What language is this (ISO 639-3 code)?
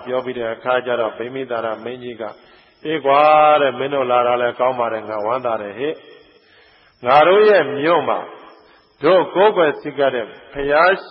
mya